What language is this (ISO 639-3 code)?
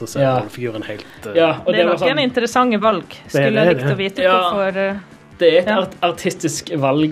nor